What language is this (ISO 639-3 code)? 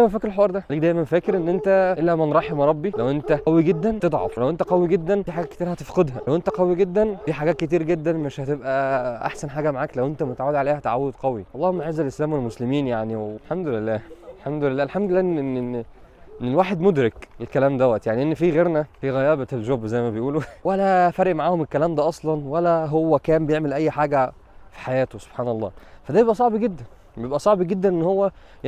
arz